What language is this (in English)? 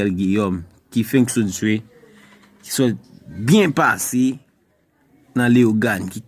Haitian Creole